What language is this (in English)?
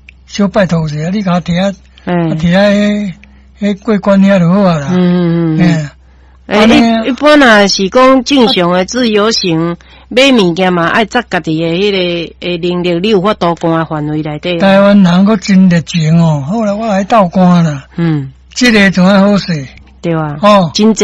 Min Nan Chinese